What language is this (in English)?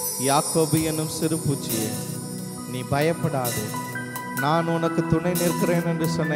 Tamil